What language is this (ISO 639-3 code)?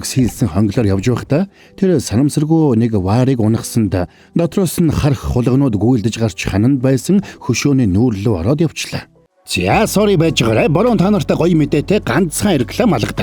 mon